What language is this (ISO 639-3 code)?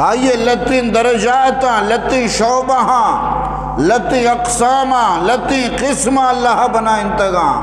bgp